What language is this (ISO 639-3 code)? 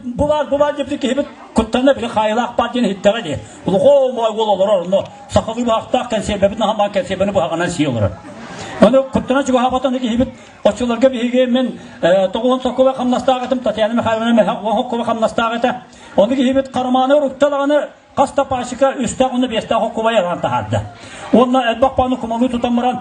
sah